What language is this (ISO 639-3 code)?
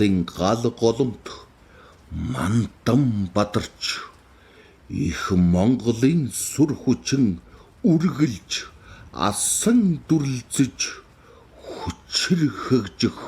mon